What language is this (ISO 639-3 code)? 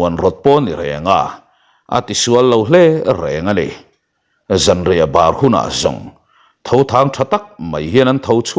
lus